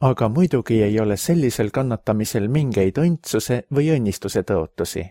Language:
Estonian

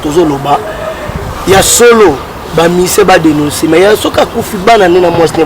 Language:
Lingala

